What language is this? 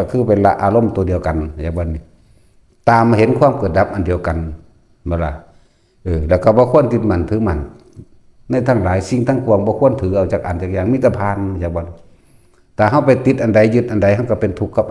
Lao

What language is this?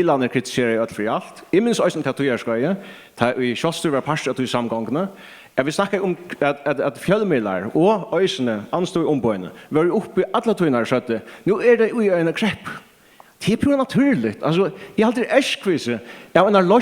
Faroese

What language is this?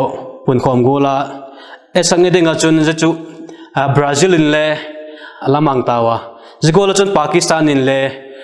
Vaiphei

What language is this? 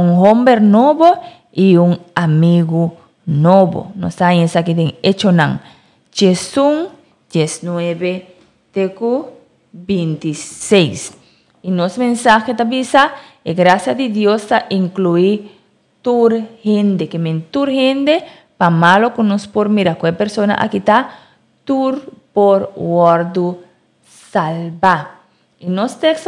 Papiamento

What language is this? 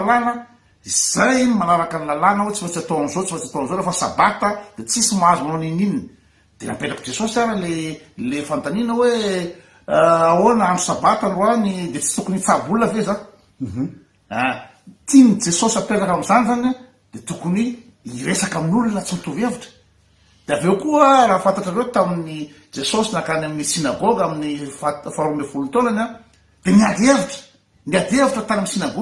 Malagasy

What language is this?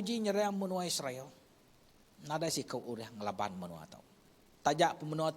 Iban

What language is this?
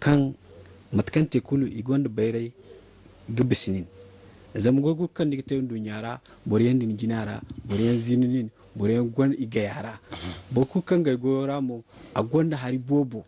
Zarma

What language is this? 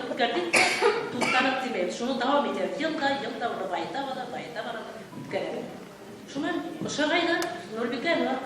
Bashkir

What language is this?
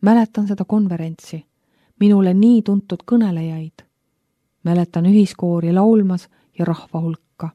Estonian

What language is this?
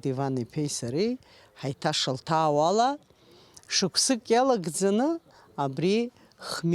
Abkhazian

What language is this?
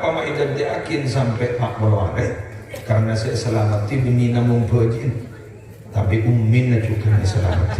Madurese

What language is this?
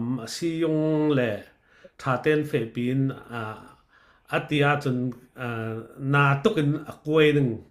Falam Chin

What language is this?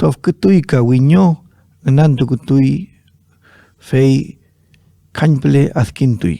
Mapuche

